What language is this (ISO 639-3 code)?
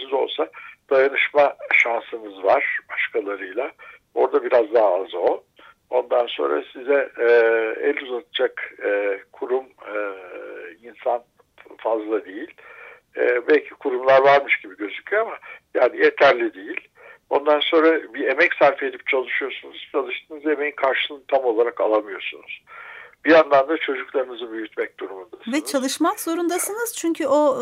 tur